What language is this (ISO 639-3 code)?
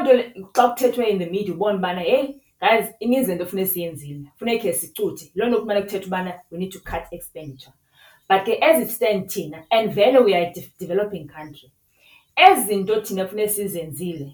xho